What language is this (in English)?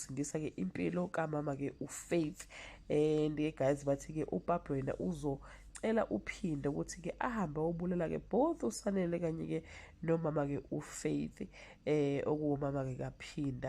Zulu